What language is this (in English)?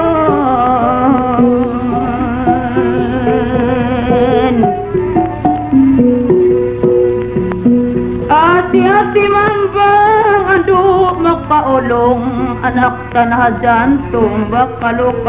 Tausug